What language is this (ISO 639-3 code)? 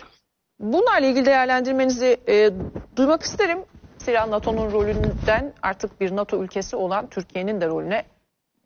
tur